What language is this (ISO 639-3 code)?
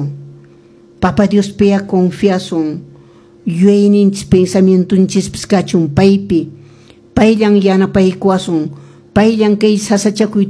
que